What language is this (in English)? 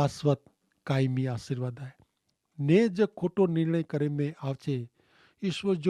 Kachhi